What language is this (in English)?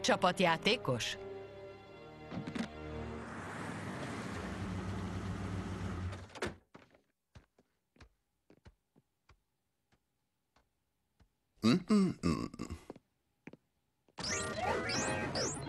Hungarian